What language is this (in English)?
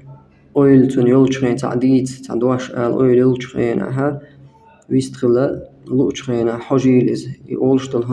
Chechen